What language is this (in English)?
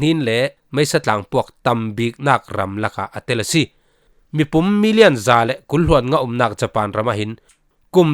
Falam Chin